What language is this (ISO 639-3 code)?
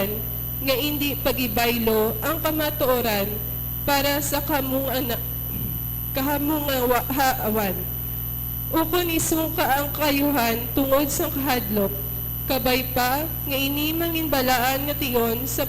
hil